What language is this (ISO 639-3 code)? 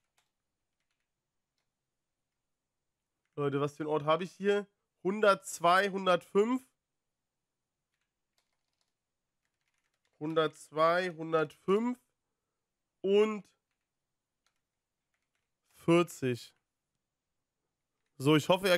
deu